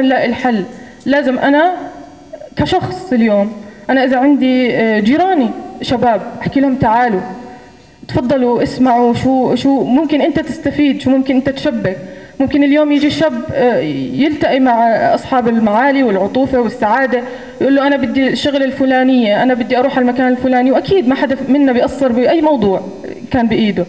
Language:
North Levantine Arabic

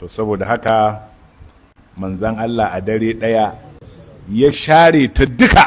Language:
Hausa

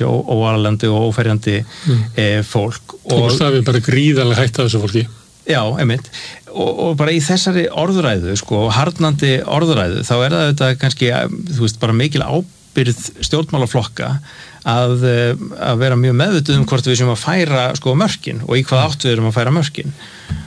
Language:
Icelandic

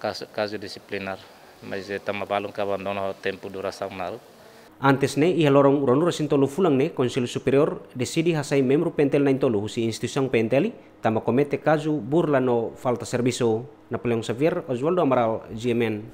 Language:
Tetum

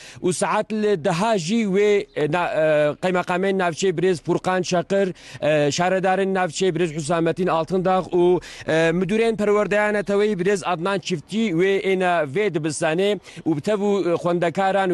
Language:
Kurdish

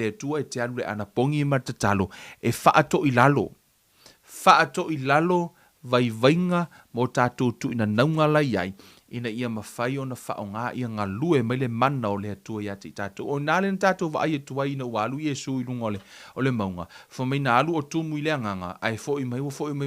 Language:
Samoan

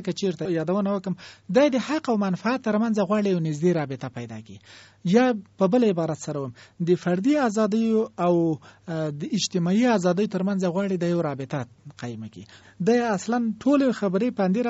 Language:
Pashto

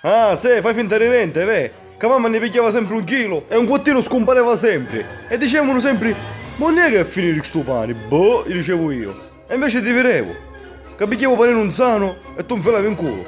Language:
Sicilian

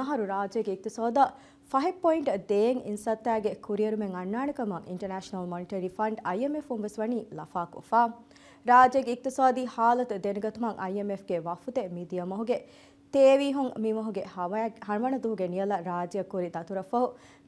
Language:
Divehi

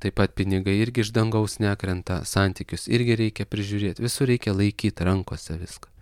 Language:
Lithuanian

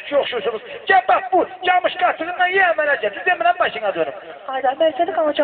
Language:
Azerbaijani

